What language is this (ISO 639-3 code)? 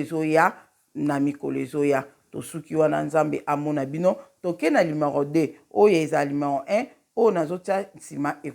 lin